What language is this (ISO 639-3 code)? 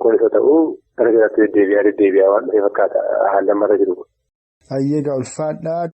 orm